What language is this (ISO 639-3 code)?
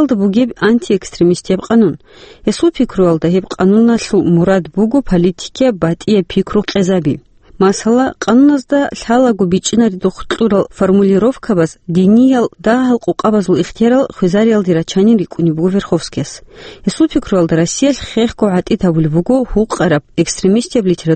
ava